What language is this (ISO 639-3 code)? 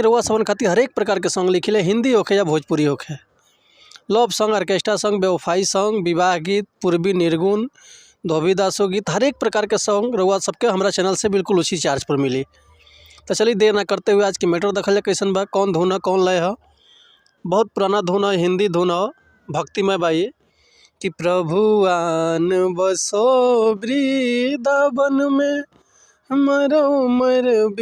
bho